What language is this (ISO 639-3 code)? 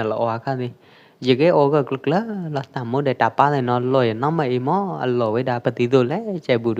kjp